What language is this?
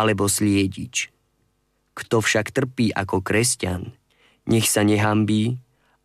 Slovak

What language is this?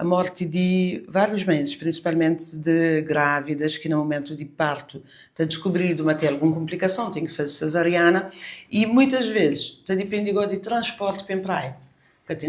Kabuverdianu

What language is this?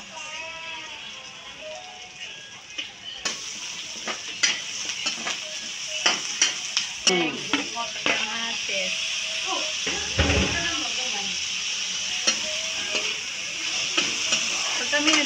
Filipino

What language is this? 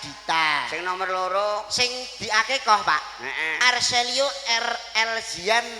Javanese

